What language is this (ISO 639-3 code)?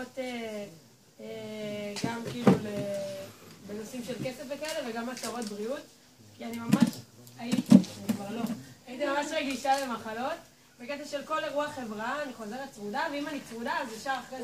heb